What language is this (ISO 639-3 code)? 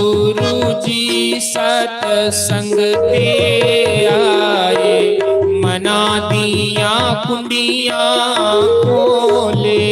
doi